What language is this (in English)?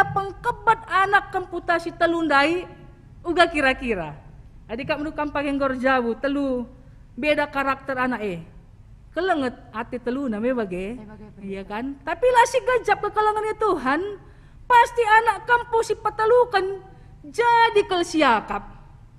Batak Karo